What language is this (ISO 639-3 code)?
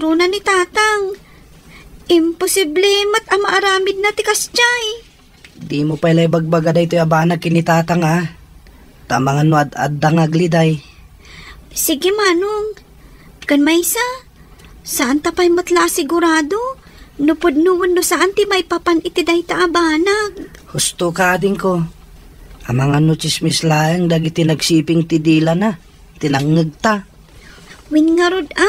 ilo